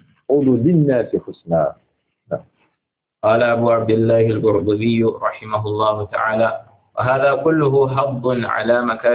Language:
Arabic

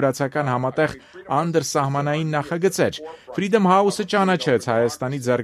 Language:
Armenian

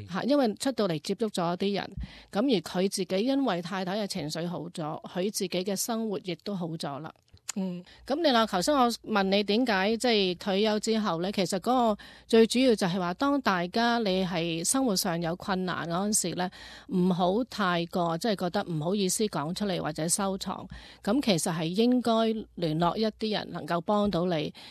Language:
Cantonese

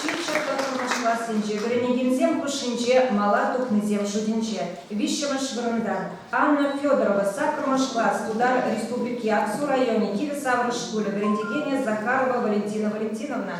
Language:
Chuvash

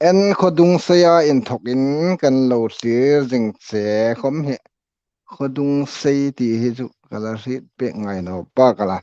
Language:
Hmar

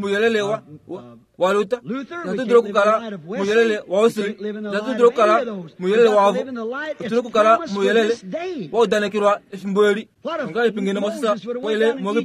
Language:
Kuanyama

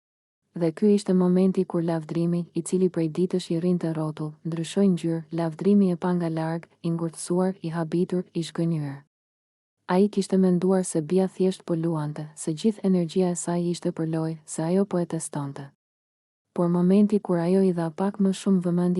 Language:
Albanian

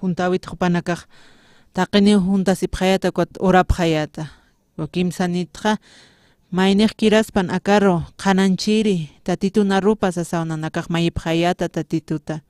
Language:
Aymara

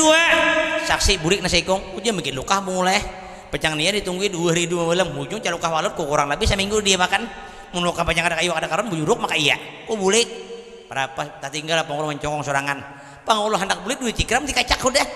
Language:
Banjar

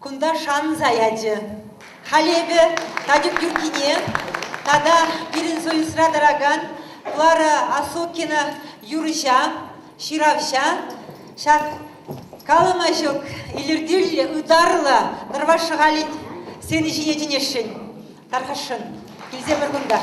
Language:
Chuvash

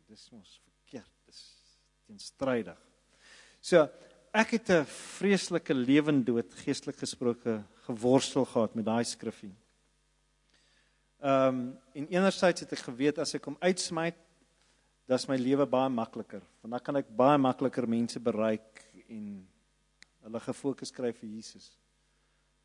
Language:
Afrikaans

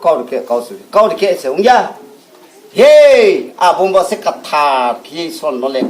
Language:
Riang (India)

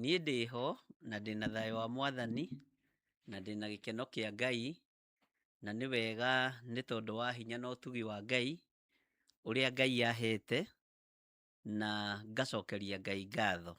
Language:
Kikuyu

